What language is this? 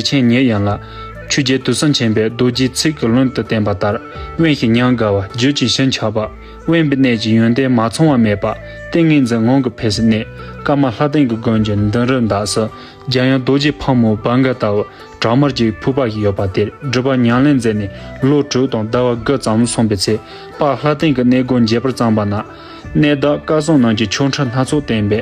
Tibetan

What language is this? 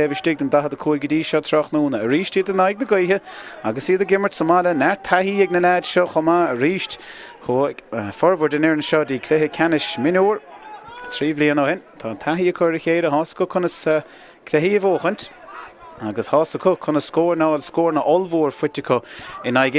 Irish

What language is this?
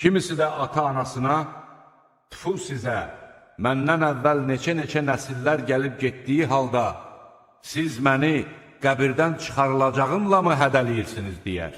Azerbaijani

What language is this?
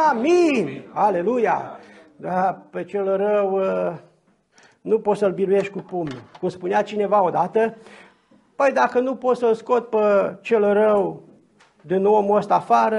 Romanian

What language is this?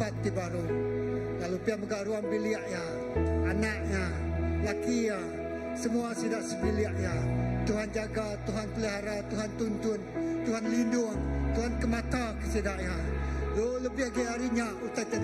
Iban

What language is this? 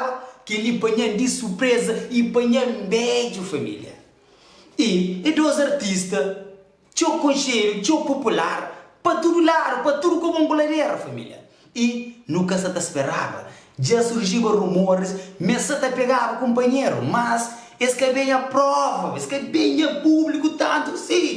Kabuverdianu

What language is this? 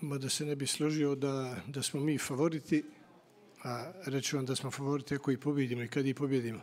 Bosnian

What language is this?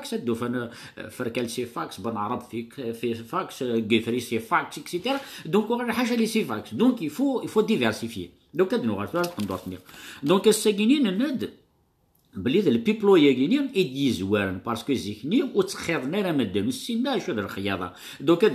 Kabyle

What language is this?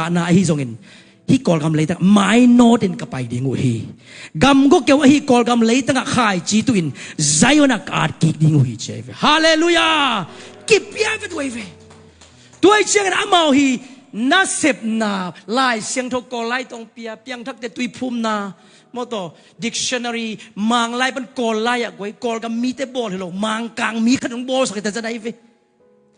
Tedim Chin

